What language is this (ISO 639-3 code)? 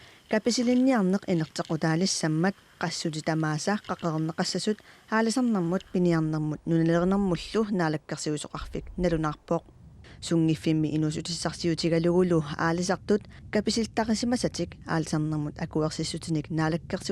kal